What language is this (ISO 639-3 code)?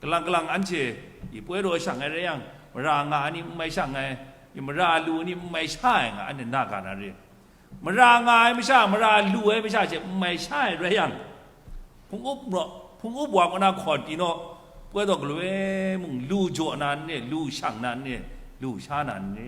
kac